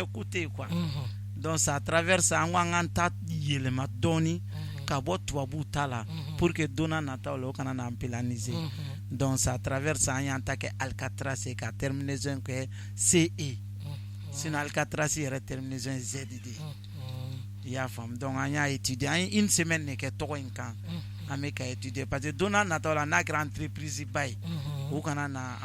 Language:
Bambara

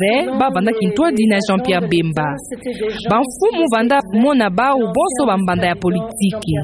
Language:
Kituba (Democratic Republic of Congo)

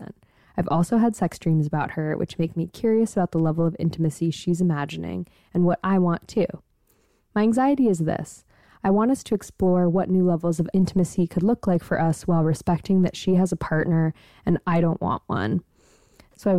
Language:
English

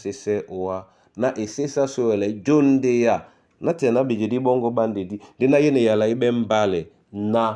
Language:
Duala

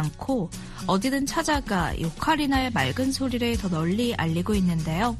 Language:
Korean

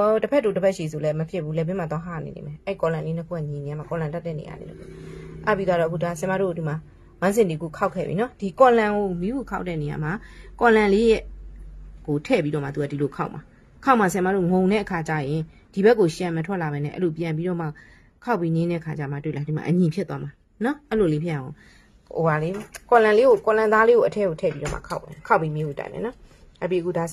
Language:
Burmese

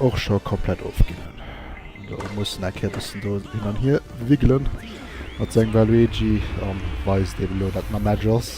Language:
Luxembourgish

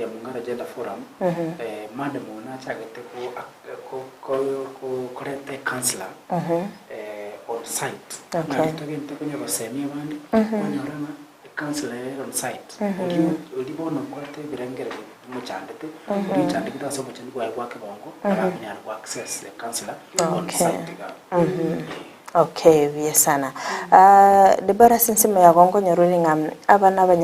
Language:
Gusii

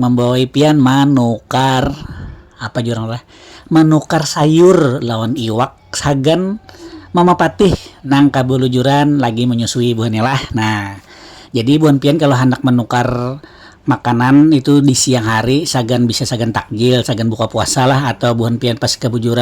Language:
Banjar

